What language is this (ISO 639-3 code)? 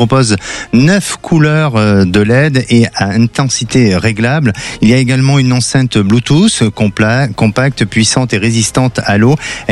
fra